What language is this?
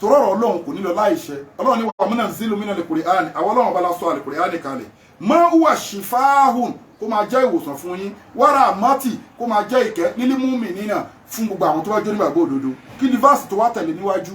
Yoruba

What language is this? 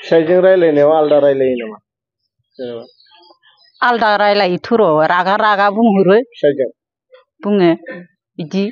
Bodo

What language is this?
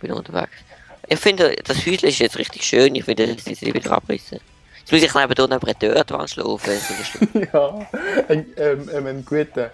Swiss German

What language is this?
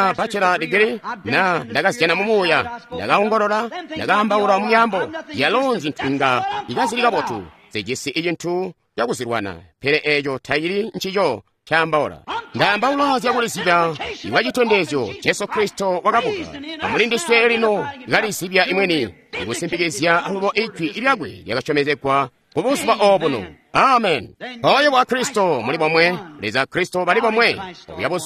Tonga (Zambia)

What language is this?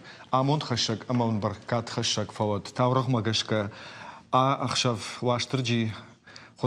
Ossetic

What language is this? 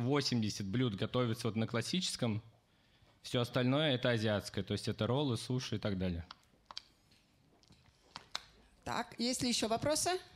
Russian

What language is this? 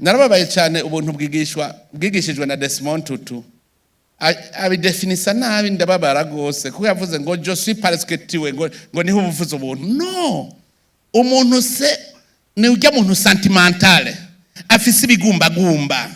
Rundi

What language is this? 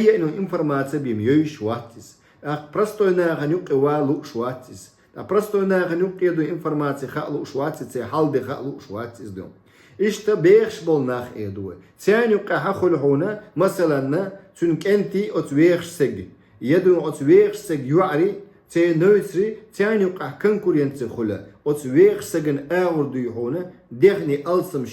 Chechen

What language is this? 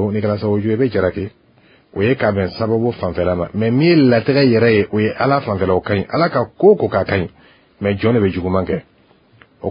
Bambara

